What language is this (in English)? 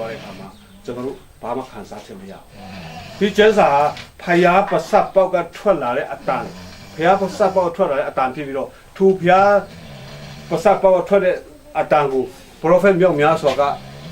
Falam Chin